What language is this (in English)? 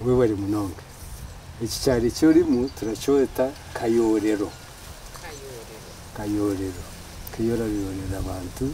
Nyankole